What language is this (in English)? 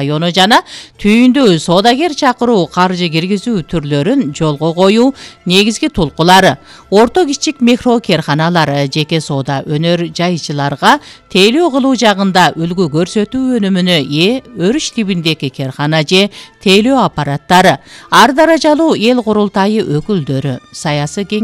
Kyrgyz